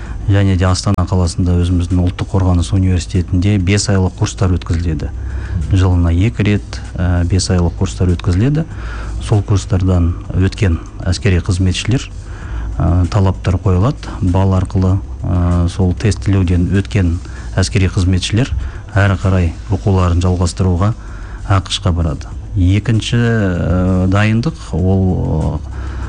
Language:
Kazakh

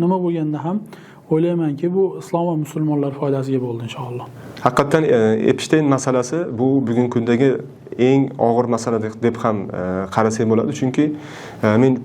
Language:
Uzbek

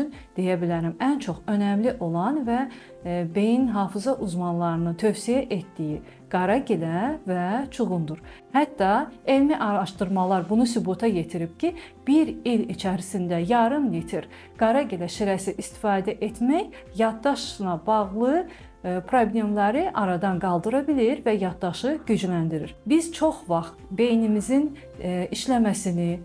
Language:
Azerbaijani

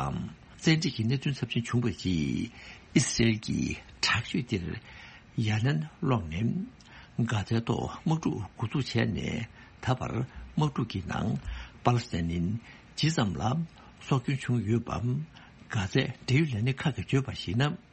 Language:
Tibetan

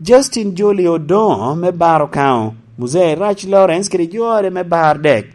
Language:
Lango (Uganda)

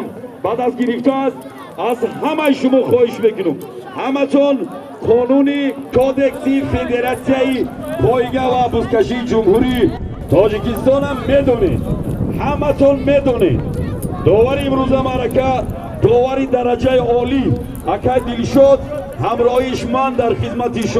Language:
Tajik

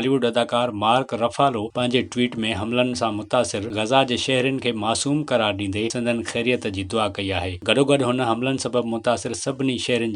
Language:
Sindhi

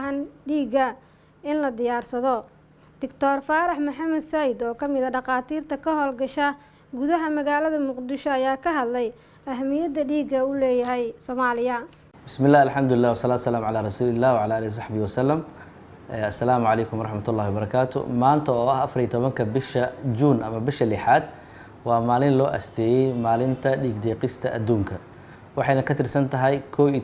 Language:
Somali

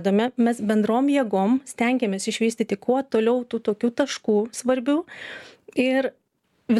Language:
Lithuanian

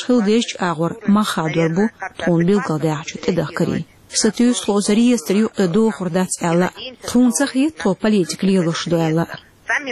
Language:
Chechen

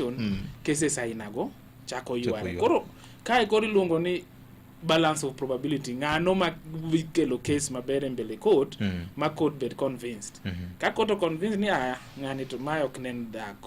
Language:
Luo (Kenya and Tanzania)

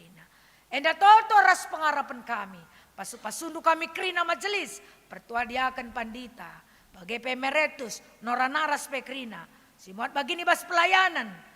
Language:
Batak Karo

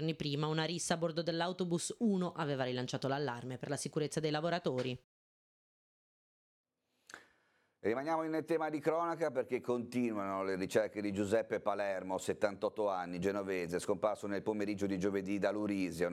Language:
Italian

